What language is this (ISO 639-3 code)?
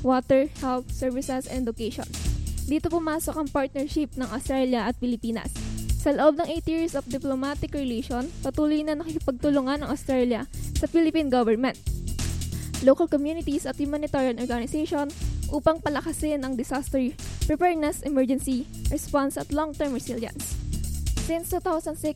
fil